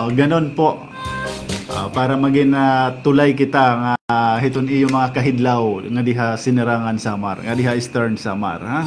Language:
Waray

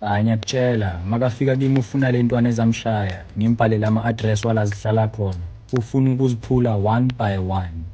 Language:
Zulu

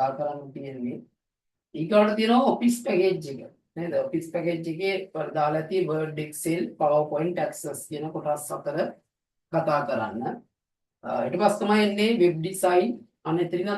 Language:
Sinhala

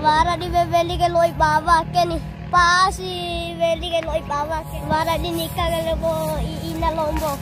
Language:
Bima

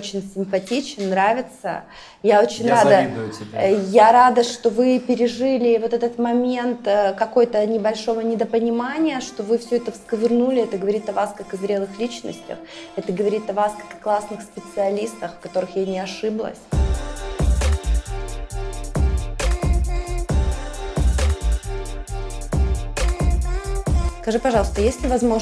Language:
Russian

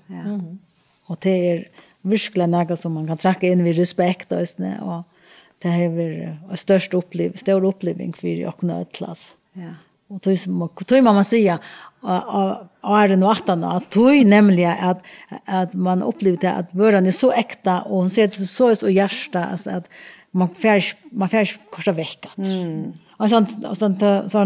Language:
Faroese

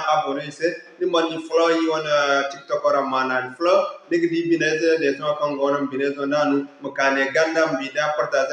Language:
Zarma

